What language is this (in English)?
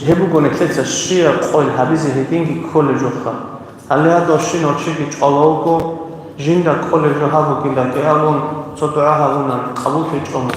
Avaric